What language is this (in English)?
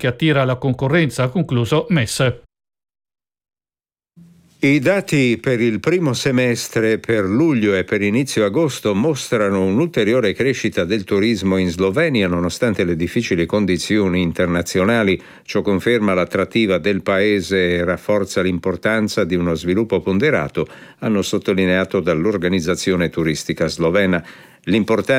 Italian